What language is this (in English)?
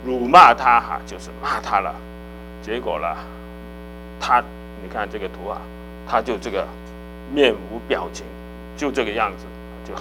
Chinese